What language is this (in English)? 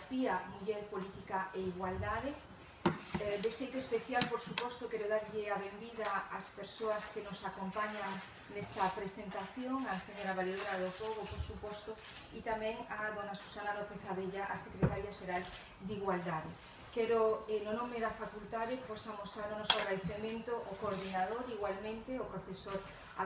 Galician